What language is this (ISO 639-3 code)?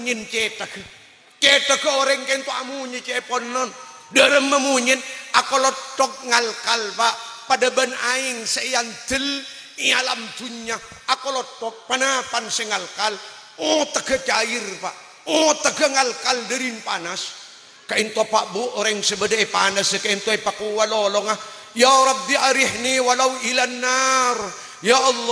mad